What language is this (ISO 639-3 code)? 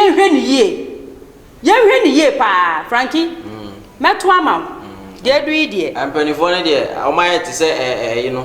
aka